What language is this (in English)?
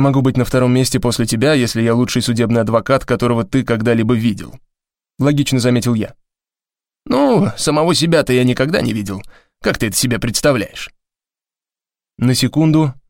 Russian